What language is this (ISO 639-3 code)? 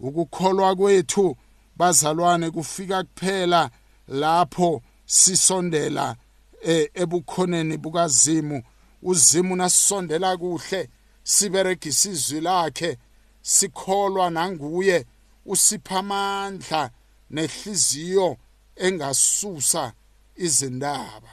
nbl